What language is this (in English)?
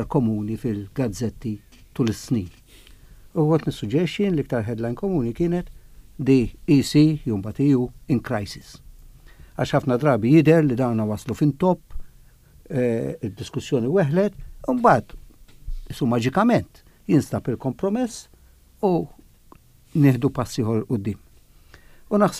Maltese